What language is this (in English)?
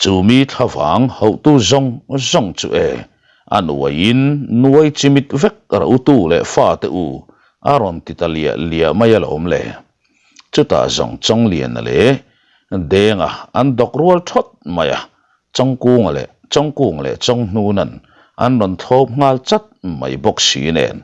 Mizo